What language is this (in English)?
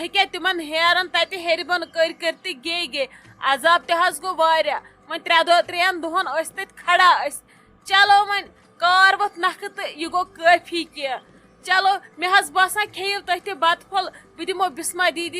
Kashmiri